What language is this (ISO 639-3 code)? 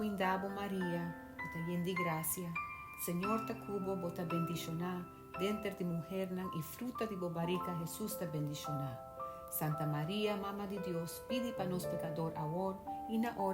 pap